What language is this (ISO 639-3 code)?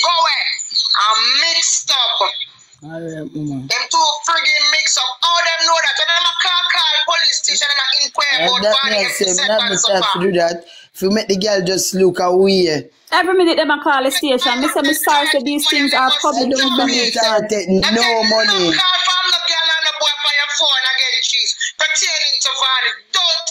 jam